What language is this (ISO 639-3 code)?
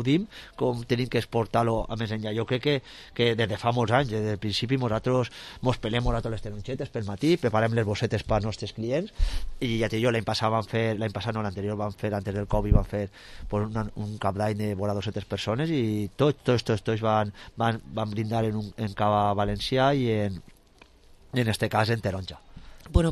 cat